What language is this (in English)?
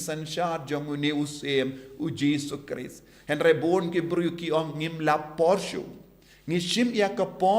Khasi